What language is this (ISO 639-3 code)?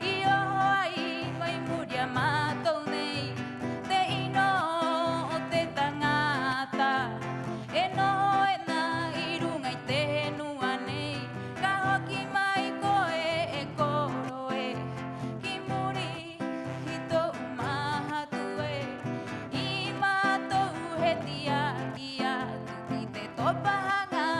rap